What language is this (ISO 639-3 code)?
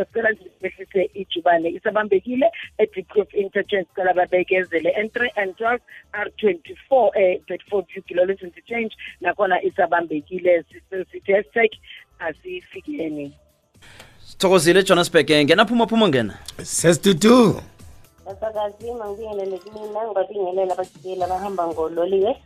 nbl